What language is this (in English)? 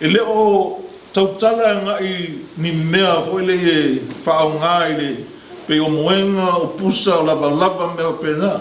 Samoan